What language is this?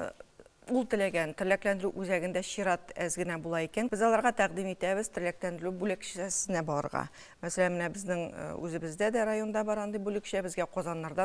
Tatar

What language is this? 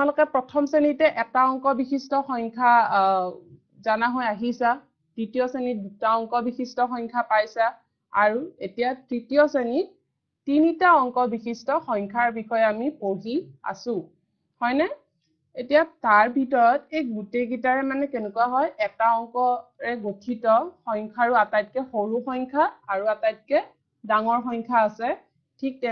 Assamese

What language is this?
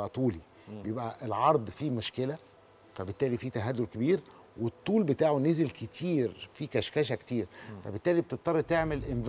Egyptian Arabic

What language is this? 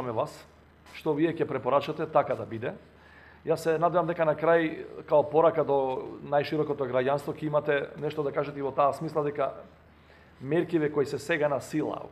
Macedonian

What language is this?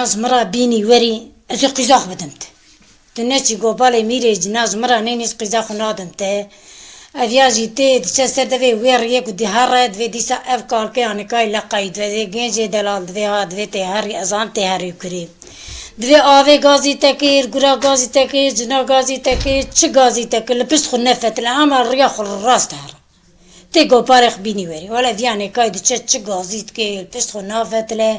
Kurdish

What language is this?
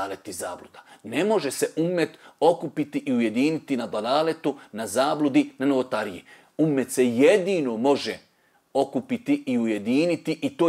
Bosnian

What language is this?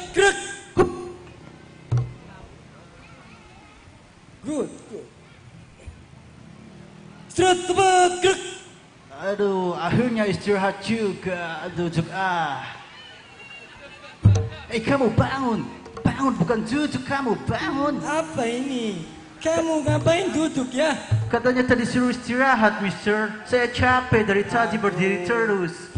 Indonesian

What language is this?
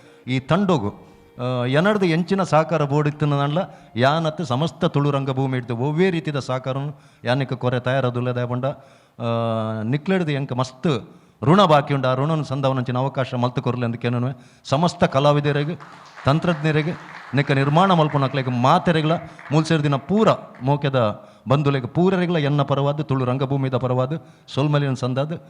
Tulu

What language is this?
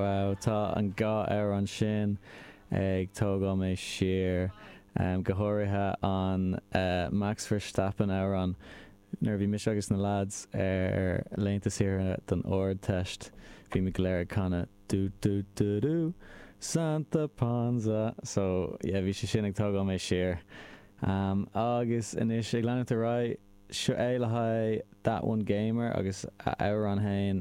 Irish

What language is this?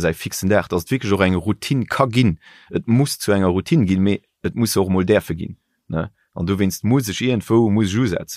Luxembourgish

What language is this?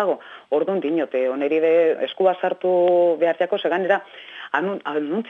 Basque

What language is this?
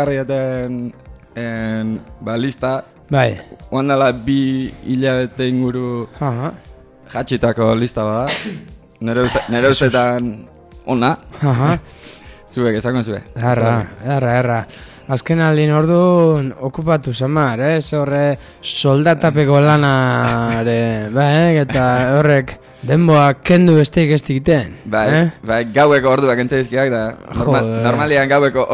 Basque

